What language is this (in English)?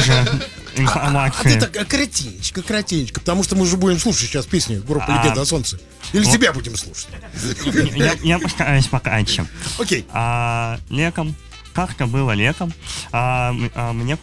Russian